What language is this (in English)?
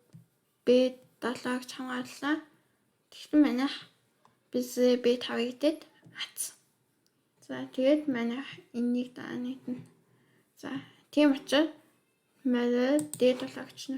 Mongolian